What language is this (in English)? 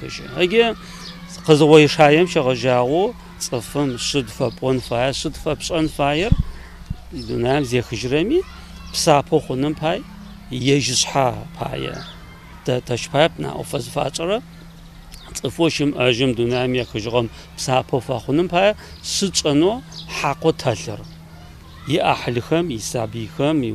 Adyghe